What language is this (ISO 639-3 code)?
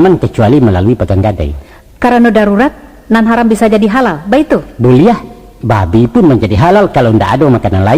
min